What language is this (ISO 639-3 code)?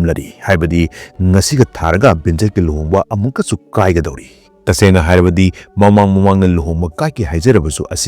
mni